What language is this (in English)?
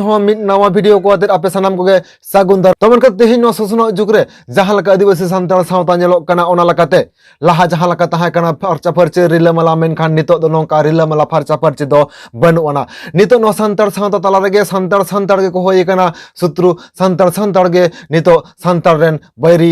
Santali